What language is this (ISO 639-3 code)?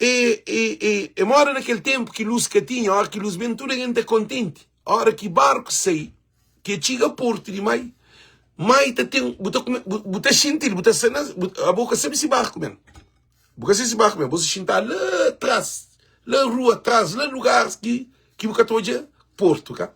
kea